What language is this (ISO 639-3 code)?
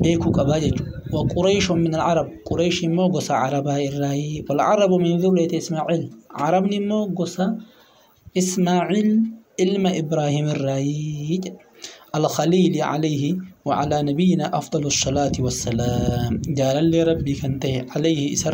orm